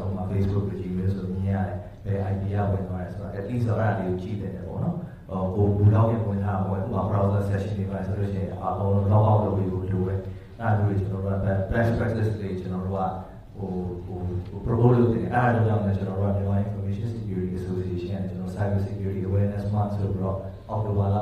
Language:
Burmese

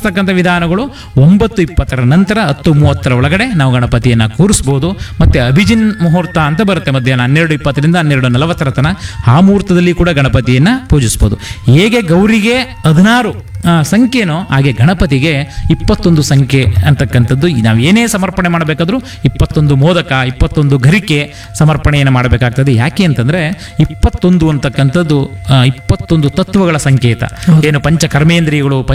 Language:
Kannada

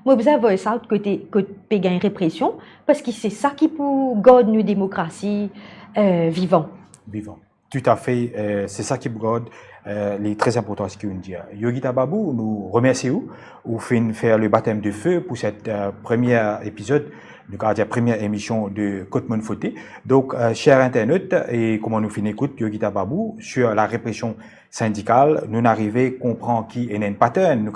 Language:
Morisyen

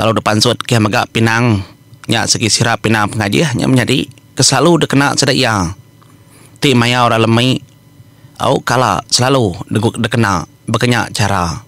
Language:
Iban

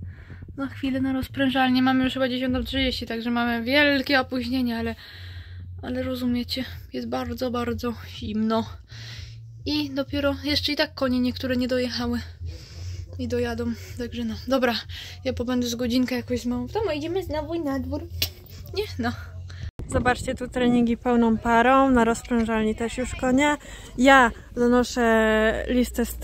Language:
Polish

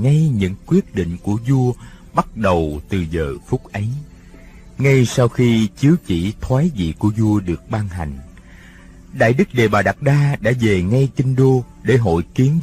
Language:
Vietnamese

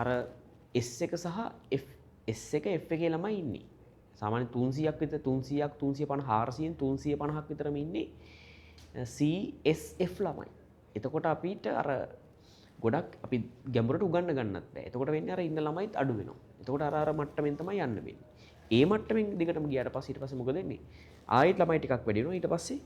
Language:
Sinhala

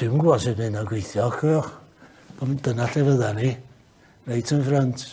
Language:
Welsh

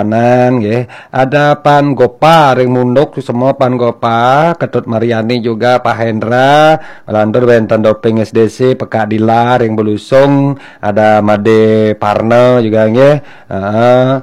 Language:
Balinese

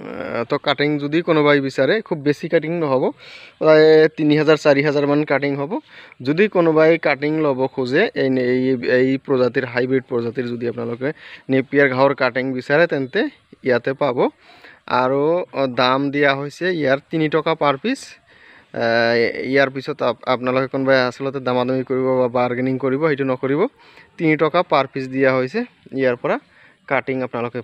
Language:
Assamese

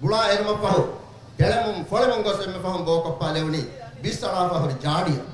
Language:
Divehi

